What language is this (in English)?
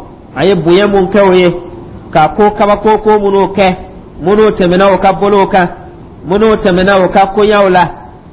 Dyula